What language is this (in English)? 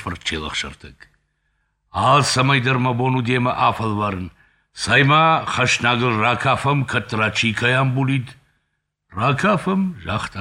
Ossetic